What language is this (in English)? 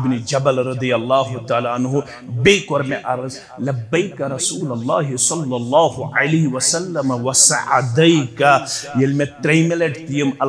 Kashmiri